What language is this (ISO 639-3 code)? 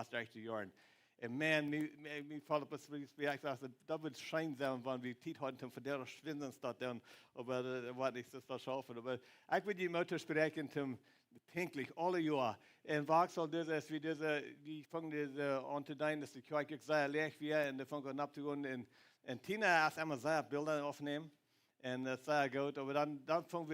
pdt